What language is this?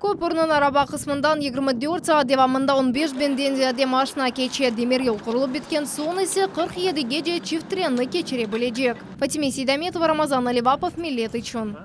Crimean Tatar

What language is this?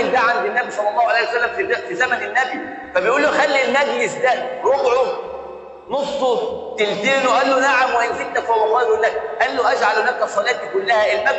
Egyptian Arabic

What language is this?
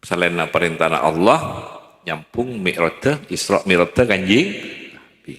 Madurese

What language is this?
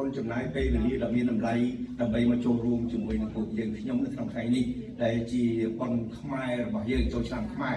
Khmer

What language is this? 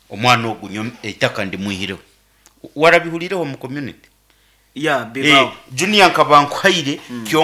Nyankole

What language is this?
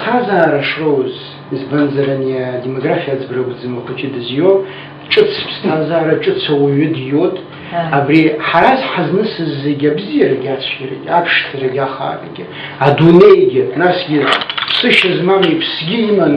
Abkhazian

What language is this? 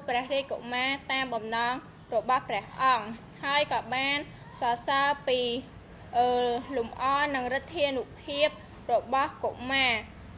Khmer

